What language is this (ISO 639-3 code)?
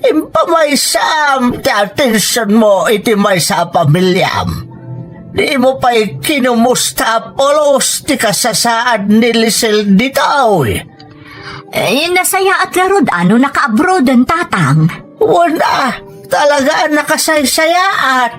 ilo